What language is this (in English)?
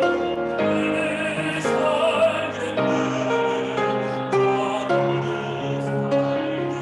Korean